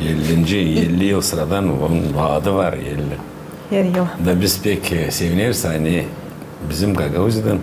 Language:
Gagauz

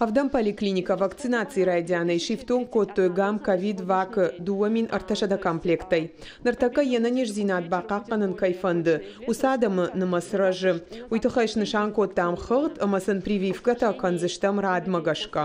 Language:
Ossetic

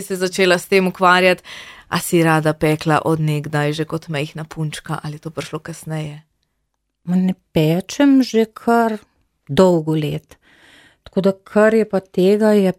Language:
Slovenian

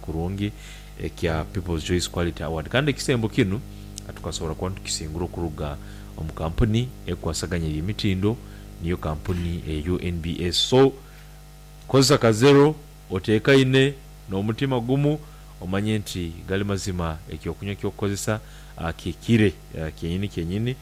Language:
Nyankole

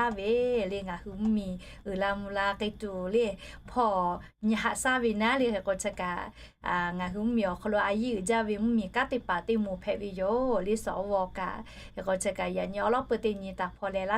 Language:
Lahu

